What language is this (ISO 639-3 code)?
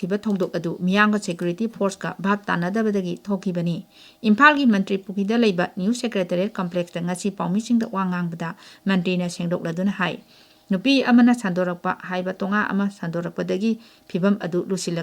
mni